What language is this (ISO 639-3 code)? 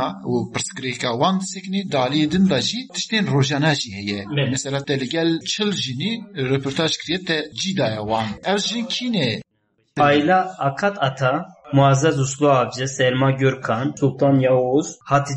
kur